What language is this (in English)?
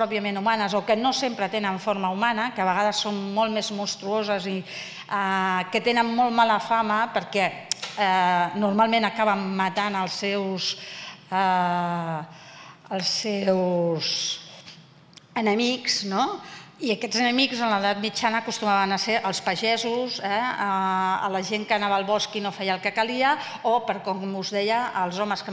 Catalan